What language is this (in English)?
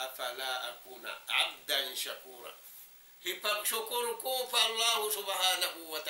Tausug